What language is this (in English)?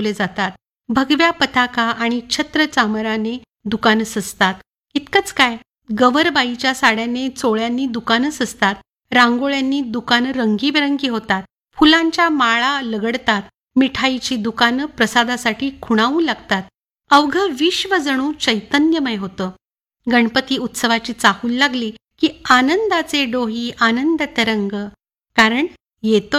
Marathi